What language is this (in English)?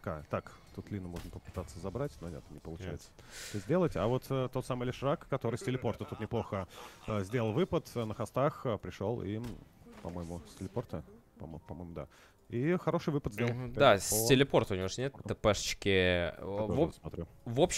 Russian